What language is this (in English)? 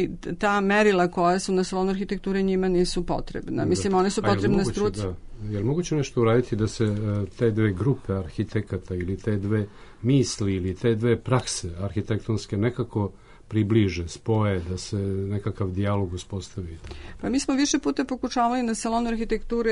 Serbian